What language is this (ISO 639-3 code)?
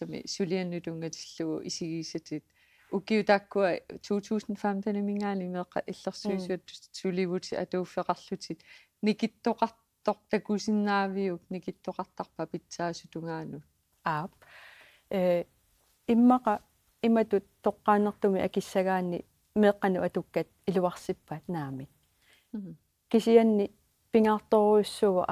kal